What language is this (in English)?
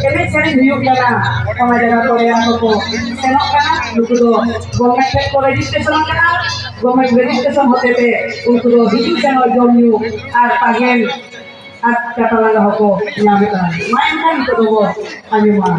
Santali